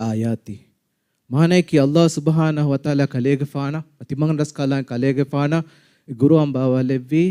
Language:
Divehi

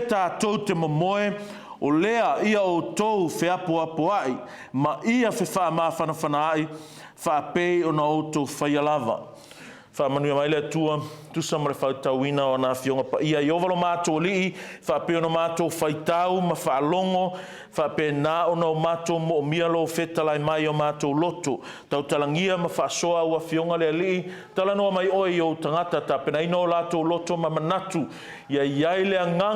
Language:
Samoan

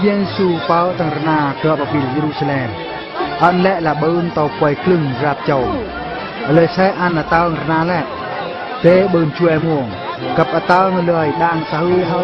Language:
Eastern Bru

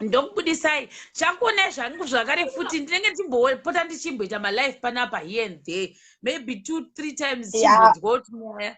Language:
Shona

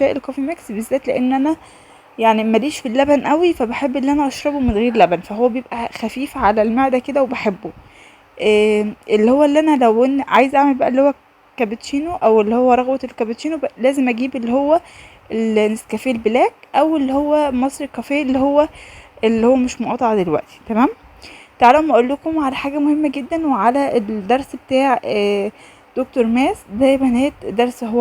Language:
Egyptian Arabic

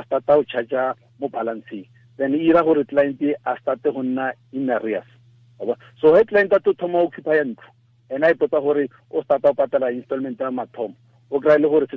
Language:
Tswana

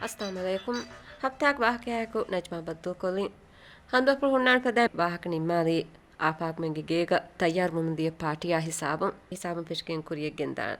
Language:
Divehi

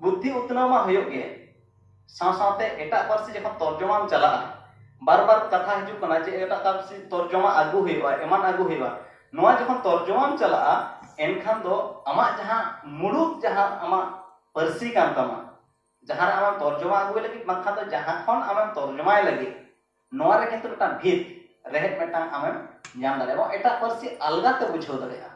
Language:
Santali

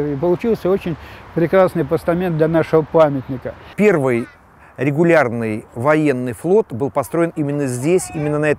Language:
Russian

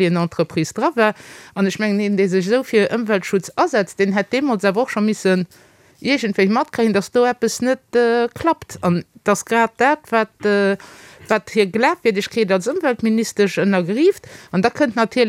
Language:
Luxembourgish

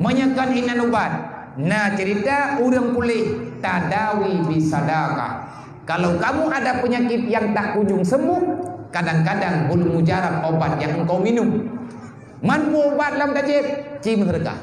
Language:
Achinese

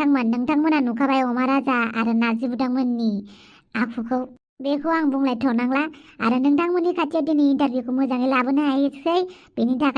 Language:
Bodo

